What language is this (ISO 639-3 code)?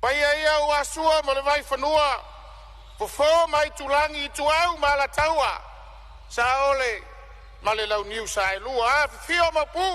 smo